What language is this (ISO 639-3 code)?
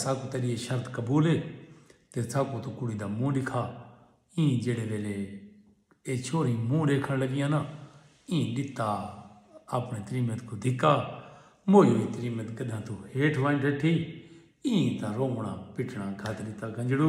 skr